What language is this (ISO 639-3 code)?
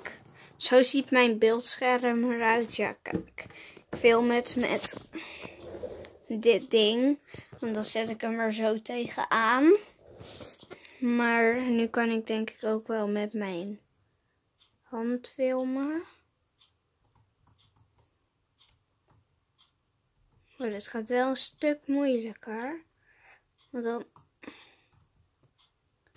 nld